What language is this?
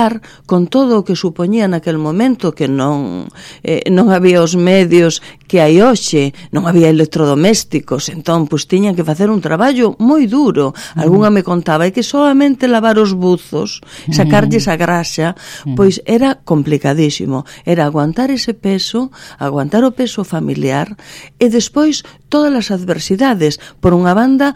Galician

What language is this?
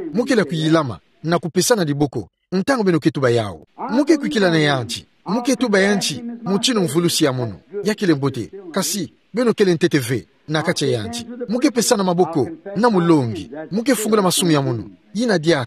Kituba (Democratic Republic of Congo)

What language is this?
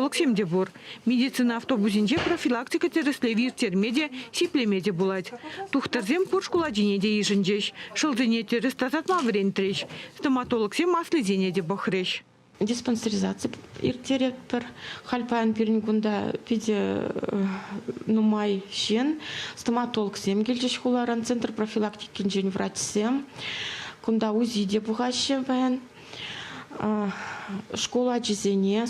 Chuvash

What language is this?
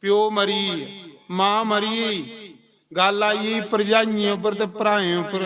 Dogri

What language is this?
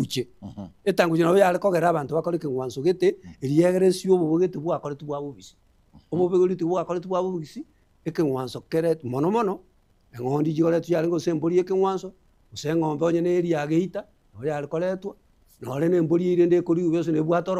Gusii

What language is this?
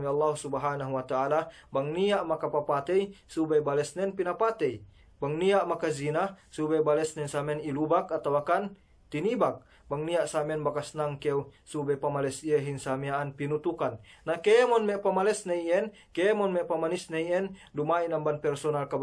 Yakan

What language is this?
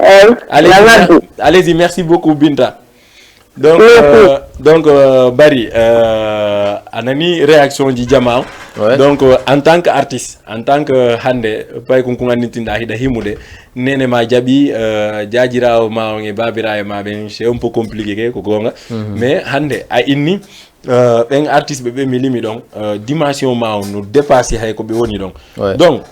Fula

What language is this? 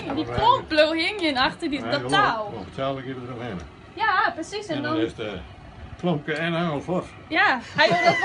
Western Frisian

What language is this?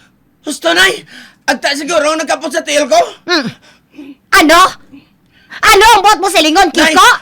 Hiligaynon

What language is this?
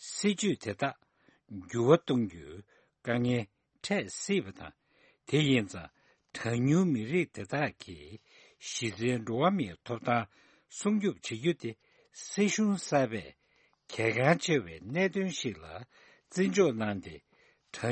Tibetan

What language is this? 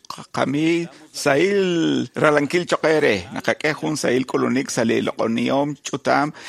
Kekchí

